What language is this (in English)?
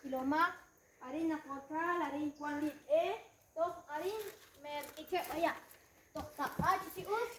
Kekchí